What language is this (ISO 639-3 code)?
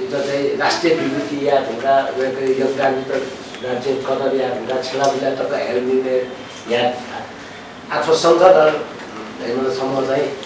new